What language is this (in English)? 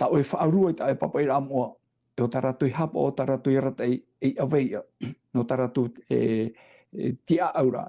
Tahitian